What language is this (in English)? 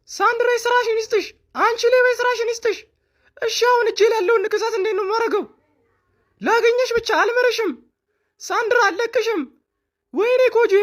Amharic